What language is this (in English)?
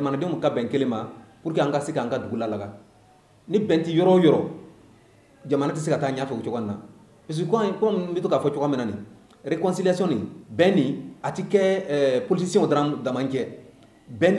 Bambara